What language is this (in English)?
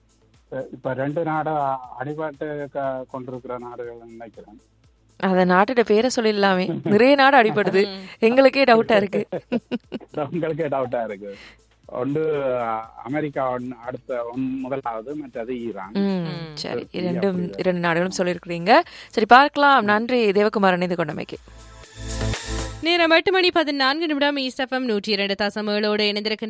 Tamil